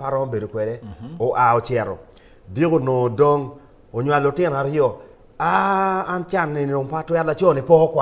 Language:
Acoli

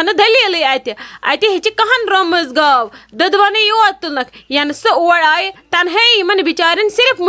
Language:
Kashmiri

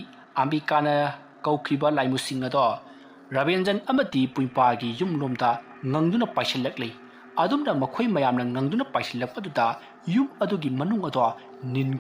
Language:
Manipuri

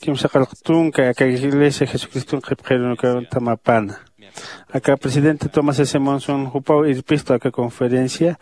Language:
Aymara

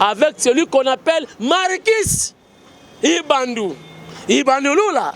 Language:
Lingala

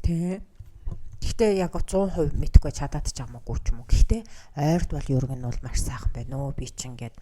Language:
Mongolian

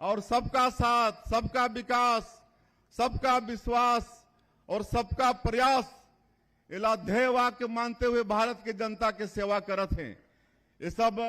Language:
Chhattisgarhi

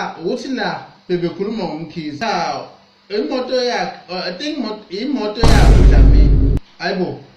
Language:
Zulu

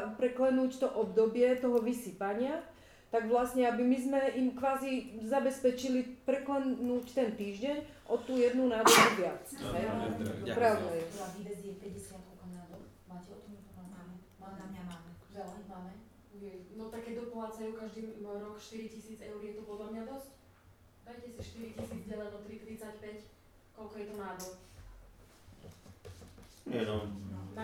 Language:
Slovak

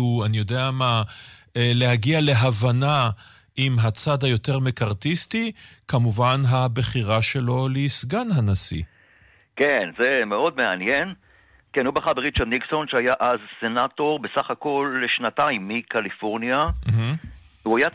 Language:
Hebrew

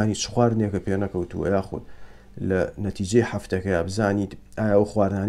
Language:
Central Kurdish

